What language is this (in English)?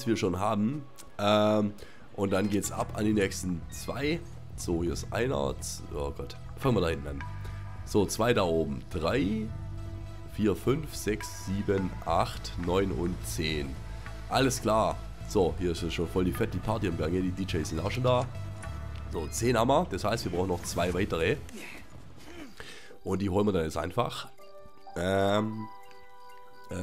German